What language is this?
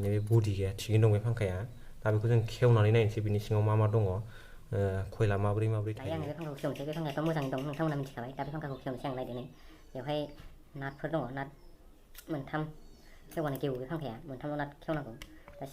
Bodo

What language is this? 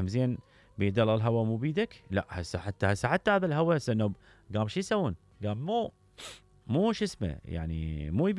Mesopotamian Arabic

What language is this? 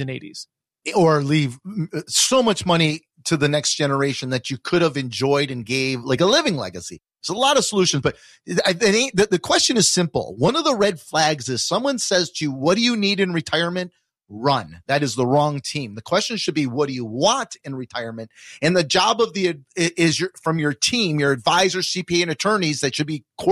English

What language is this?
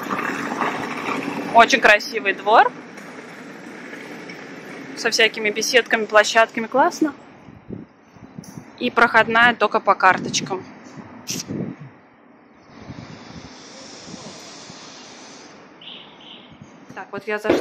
Russian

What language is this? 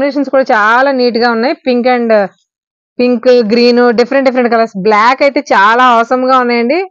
Telugu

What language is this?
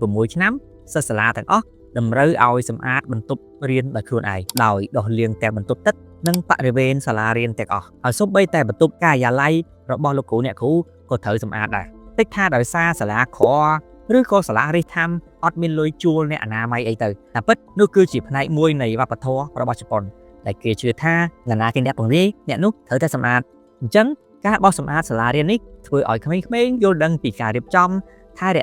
Khmer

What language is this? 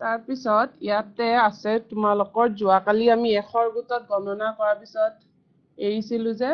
Assamese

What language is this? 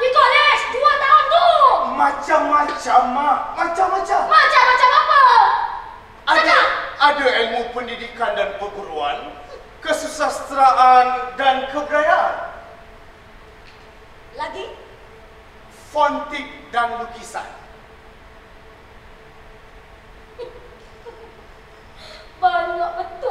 Malay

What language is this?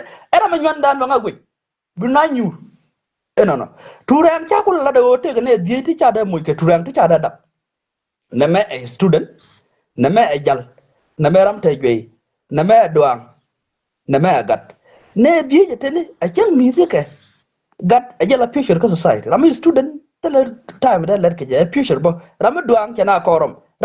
Nuer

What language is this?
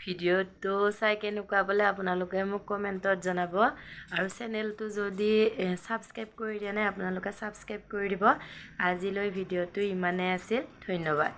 Assamese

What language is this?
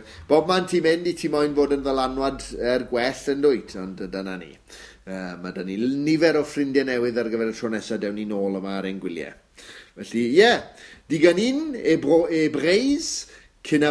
Welsh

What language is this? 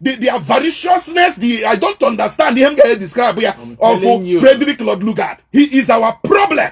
Igbo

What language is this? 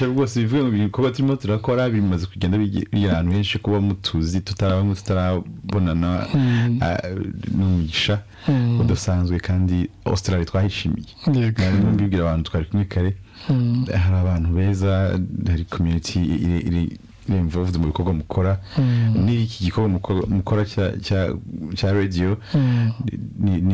Kinyarwanda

